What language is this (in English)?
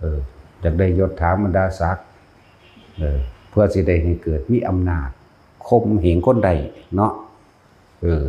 Northeastern Thai